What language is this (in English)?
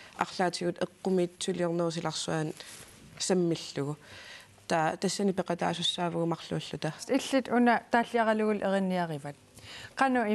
Kalaallisut